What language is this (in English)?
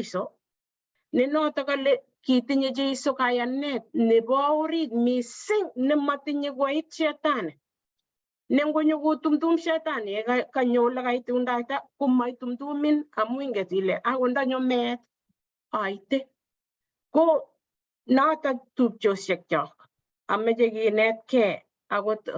Kalenjin